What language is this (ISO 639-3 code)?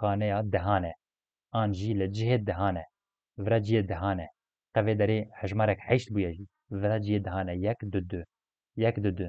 kur